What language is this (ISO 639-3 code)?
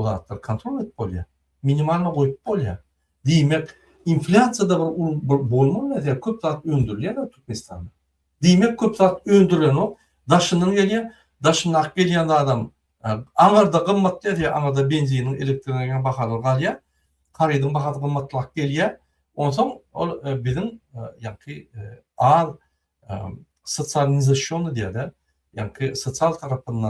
tuk